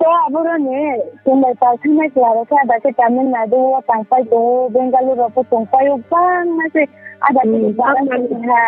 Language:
Riang (India)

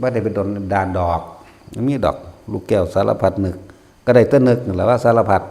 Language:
Northeastern Thai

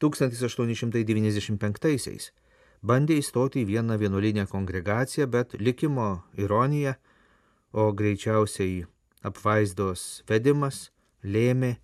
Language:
Lithuanian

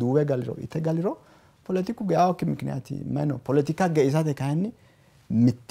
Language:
Sidamo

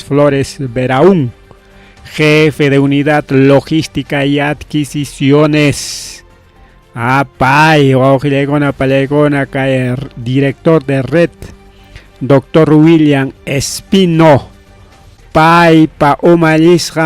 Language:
Ayacucho Quechua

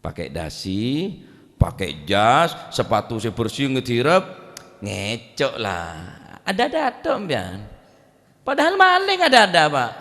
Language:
Madurese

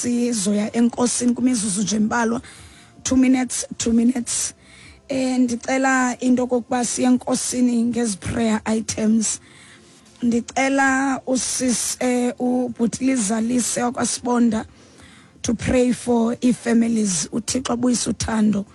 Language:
Xhosa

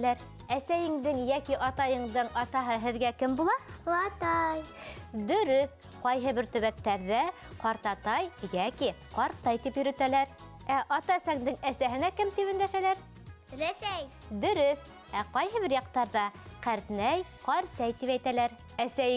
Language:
Bashkir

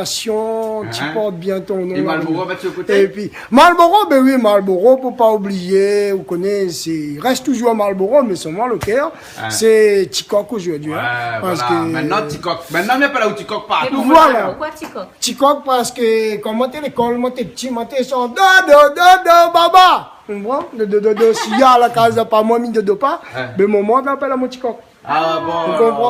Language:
Réunion Creole French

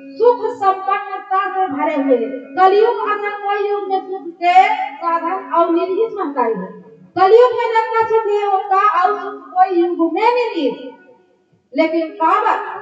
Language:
Chhattisgarhi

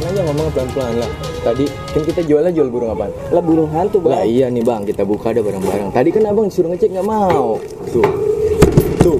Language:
Betawi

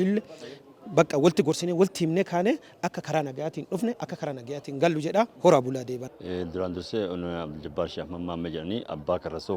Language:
Oromo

